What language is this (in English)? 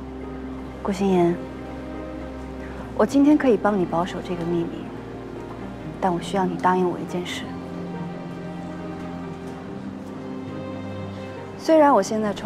Chinese